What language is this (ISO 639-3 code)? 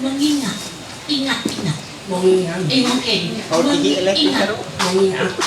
mhy